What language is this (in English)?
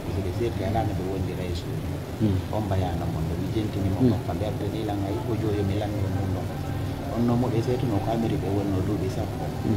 Pular